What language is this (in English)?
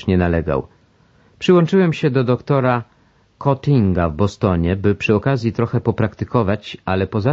Polish